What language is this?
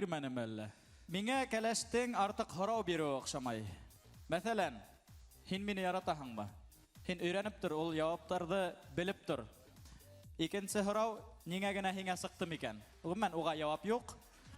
Bashkir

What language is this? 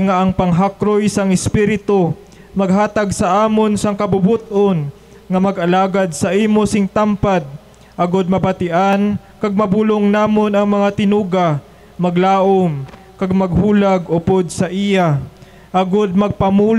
Hiligaynon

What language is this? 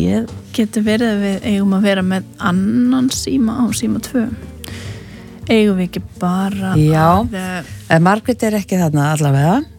Icelandic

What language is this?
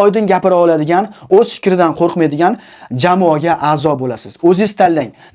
Uzbek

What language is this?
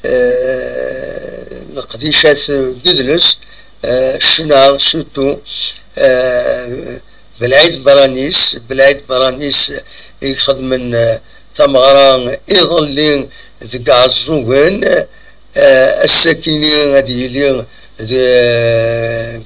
Kabyle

